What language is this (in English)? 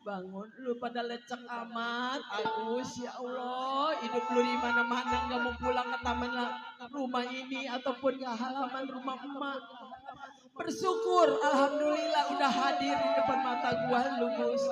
Betawi